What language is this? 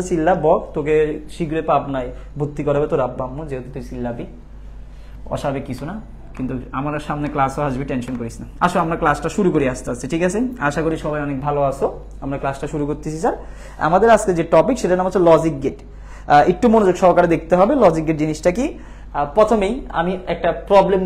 Bangla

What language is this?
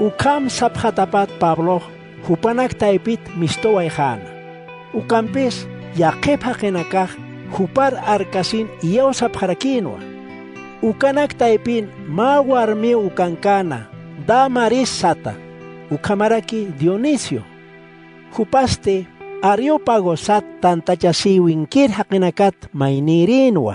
Aymara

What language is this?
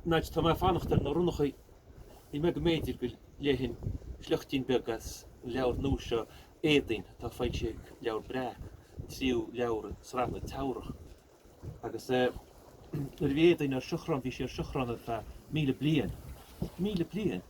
Irish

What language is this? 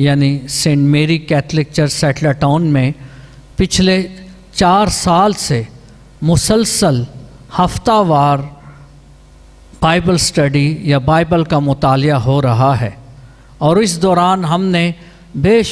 Urdu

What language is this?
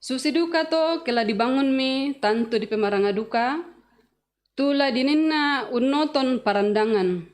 Toraja-Sa'dan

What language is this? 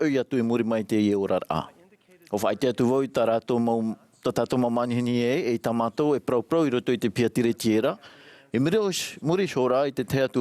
Tahitian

